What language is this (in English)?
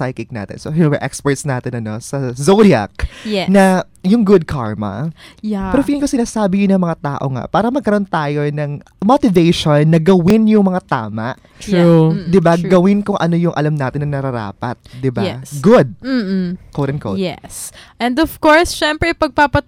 Filipino